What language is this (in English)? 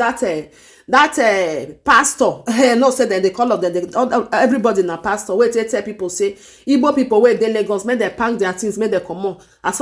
Nigerian Pidgin